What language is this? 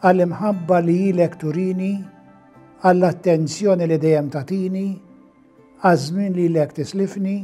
Maltese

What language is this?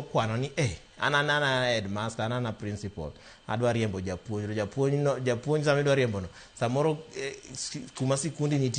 Luo (Kenya and Tanzania)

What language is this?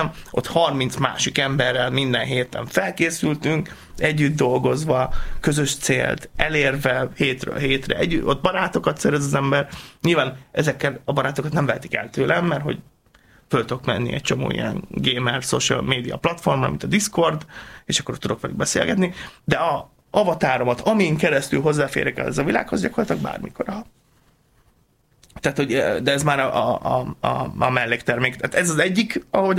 Hungarian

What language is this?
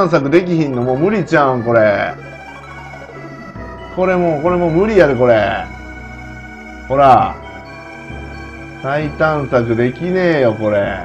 Japanese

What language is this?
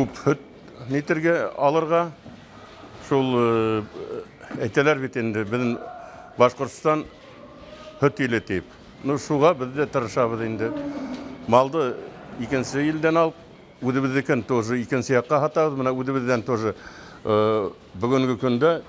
Bashkir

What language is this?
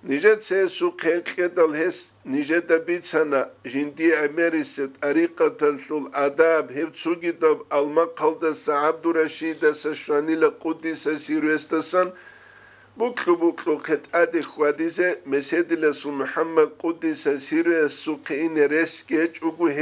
Avaric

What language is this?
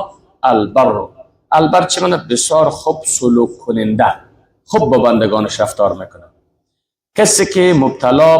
Persian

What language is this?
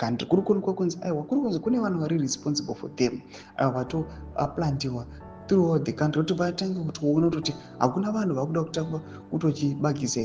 Shona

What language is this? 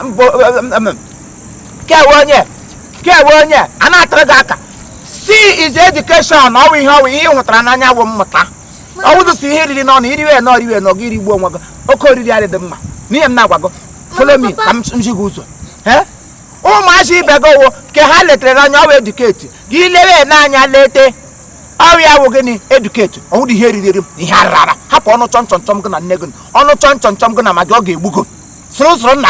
Igbo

